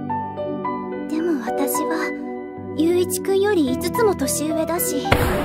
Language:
Japanese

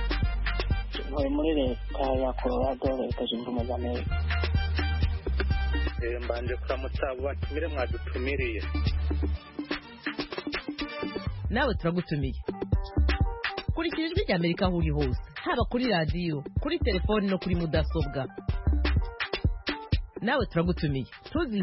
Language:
Kinyarwanda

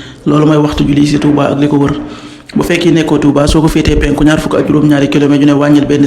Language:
Wolof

